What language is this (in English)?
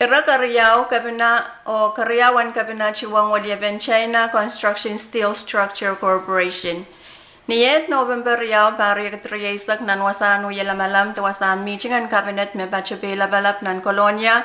Pohnpeian